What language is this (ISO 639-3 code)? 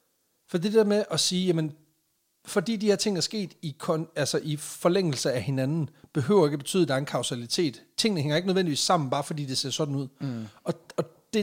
dan